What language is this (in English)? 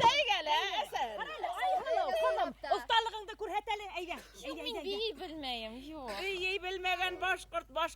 Bashkir